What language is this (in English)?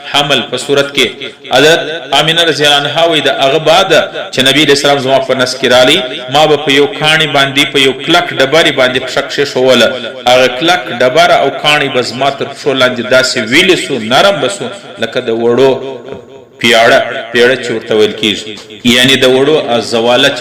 Pashto